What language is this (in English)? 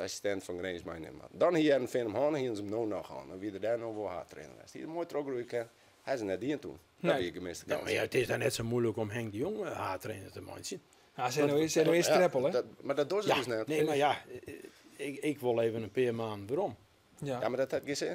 Western Frisian